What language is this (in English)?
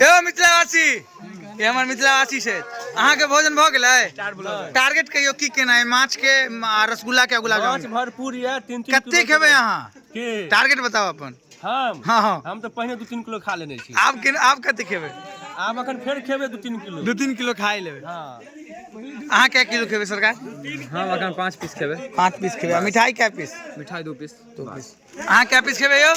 Maithili